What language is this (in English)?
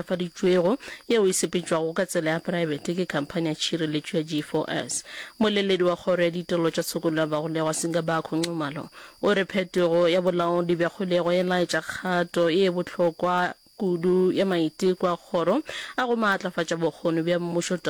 Northern Sotho